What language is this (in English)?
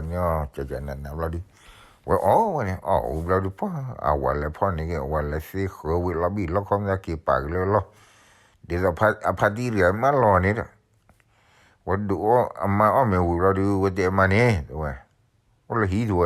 S'gaw Karen